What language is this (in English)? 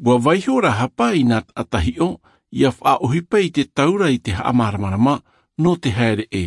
Tahitian